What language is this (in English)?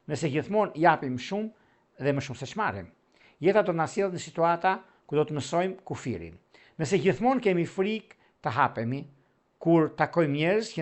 Albanian